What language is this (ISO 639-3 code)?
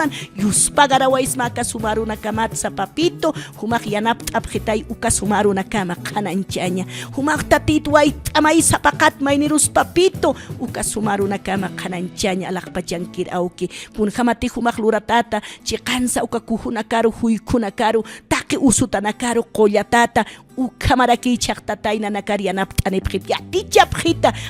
aym